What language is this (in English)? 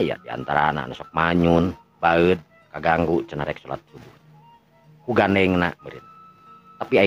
Sundanese